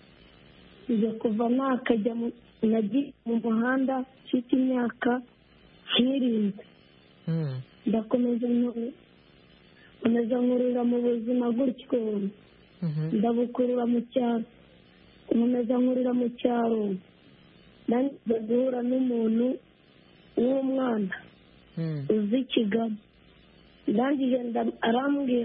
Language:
Kinyarwanda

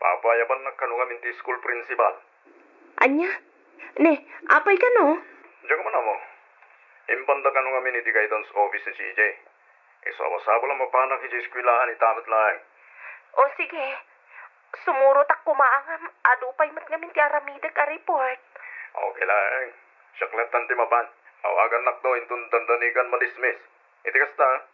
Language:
Iloko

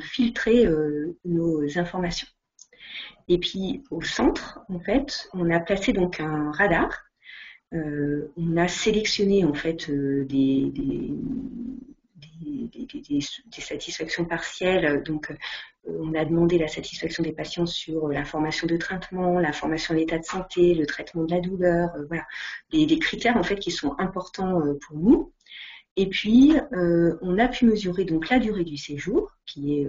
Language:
French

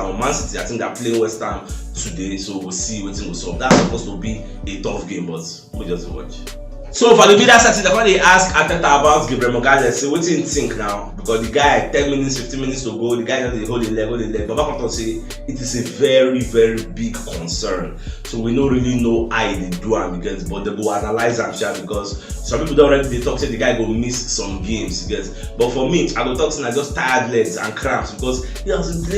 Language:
Nigerian Pidgin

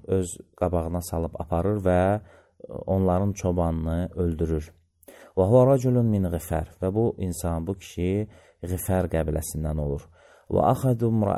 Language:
Azerbaijani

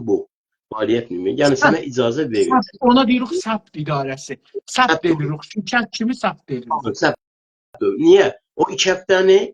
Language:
South Azerbaijani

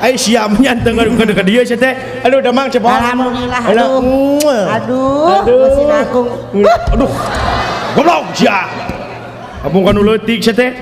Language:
Sundanese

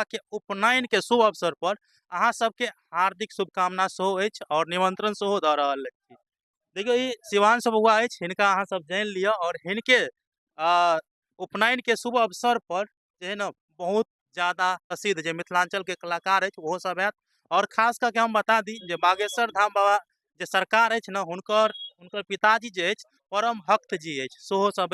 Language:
Maithili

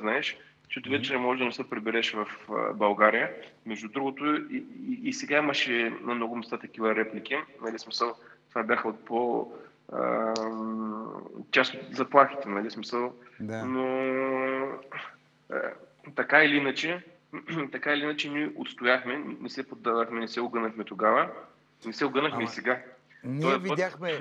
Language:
Bulgarian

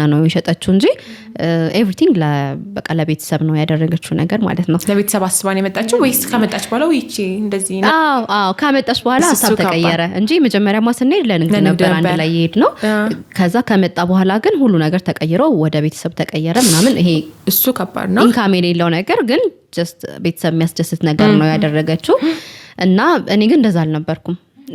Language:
Amharic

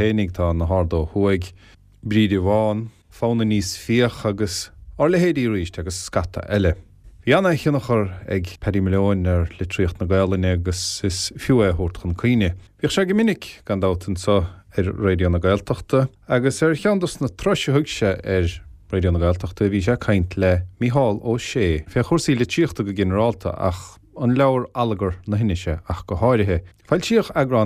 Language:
Irish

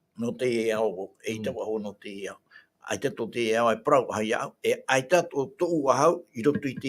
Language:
Tahitian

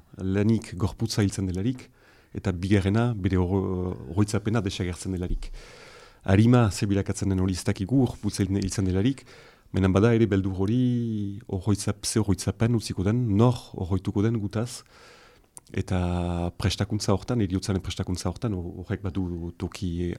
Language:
Basque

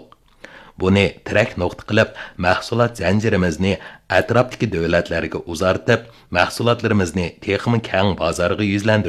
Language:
Uyghur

